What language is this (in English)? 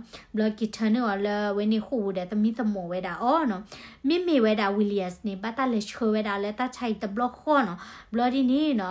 S'gaw Karen